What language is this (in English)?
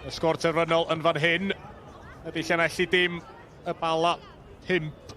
Welsh